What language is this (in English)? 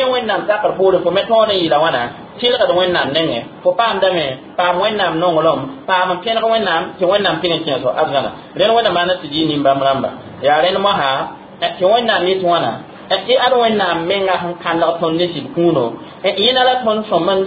Mossi